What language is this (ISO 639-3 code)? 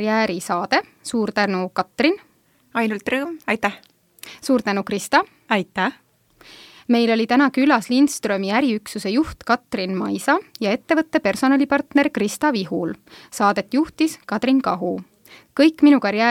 est